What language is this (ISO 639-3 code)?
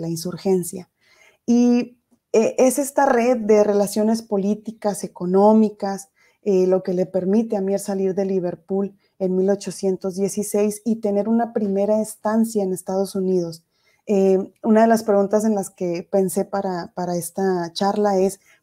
spa